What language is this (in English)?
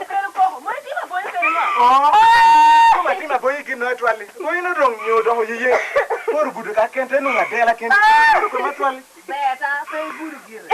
Lango (Uganda)